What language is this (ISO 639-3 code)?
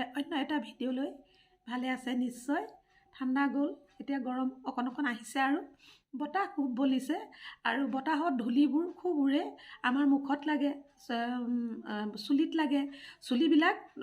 asm